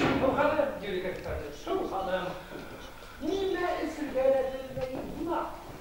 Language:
Bashkir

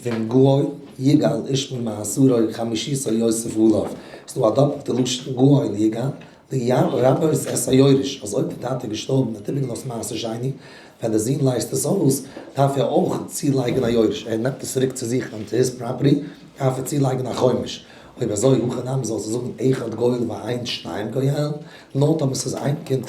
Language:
Yiddish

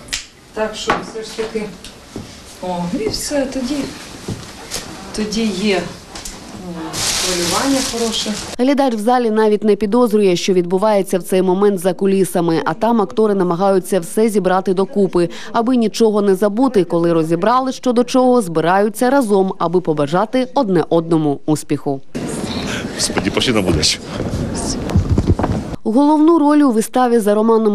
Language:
Ukrainian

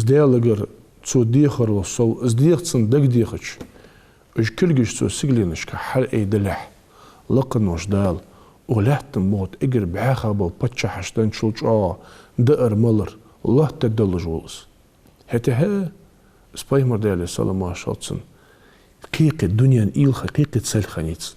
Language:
Ingush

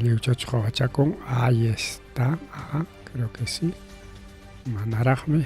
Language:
Ayacucho Quechua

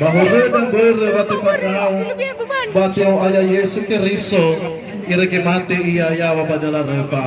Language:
Nias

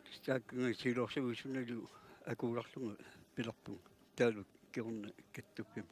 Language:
Kalaallisut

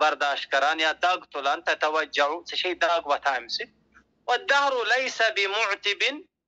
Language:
Kashmiri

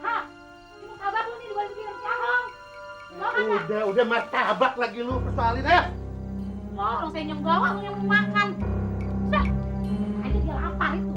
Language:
Betawi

